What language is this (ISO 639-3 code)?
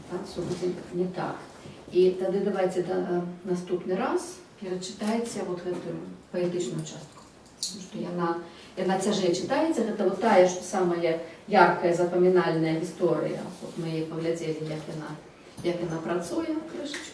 bel